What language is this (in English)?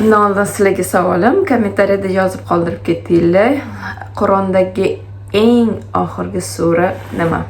Uzbek